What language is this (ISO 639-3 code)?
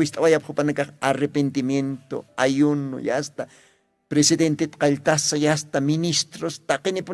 aym